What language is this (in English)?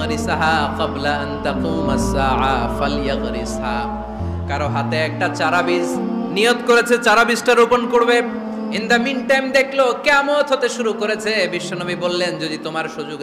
Bangla